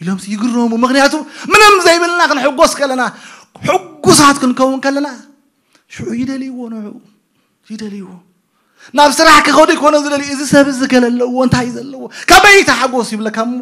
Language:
Tigrinya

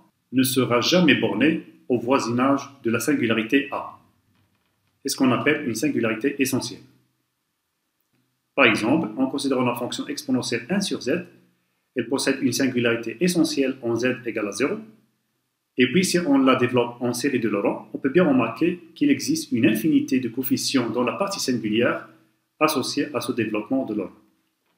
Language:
French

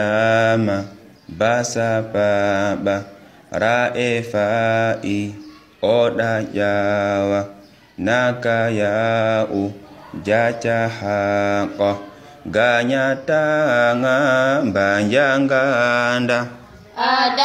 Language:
Fula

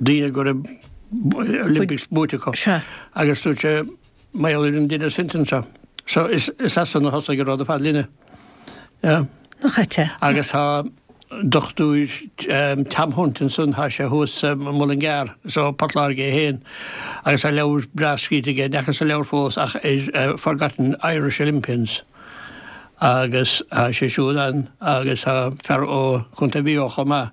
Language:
Irish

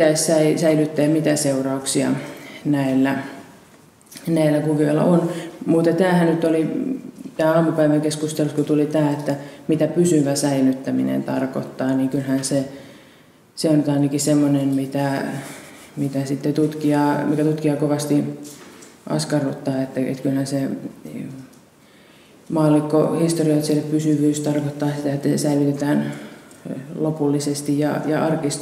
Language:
Finnish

